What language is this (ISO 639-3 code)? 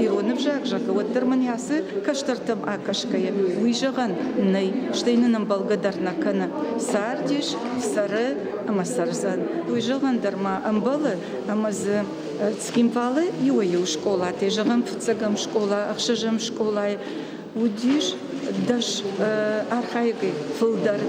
oss